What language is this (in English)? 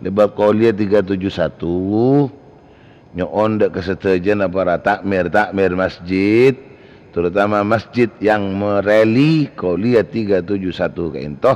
Madurese